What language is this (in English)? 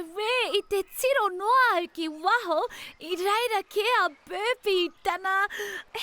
Māori